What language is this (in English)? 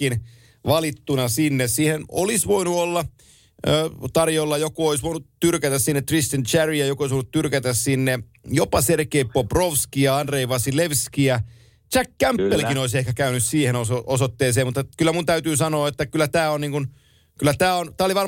Finnish